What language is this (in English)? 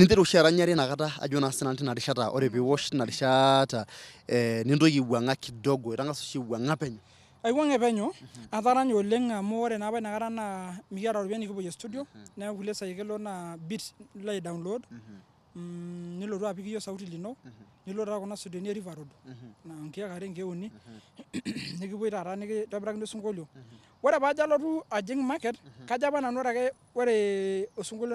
Masai